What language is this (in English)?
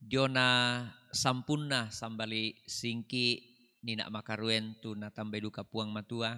Toraja-Sa'dan